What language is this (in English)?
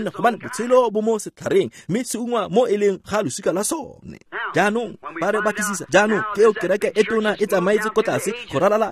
Tswana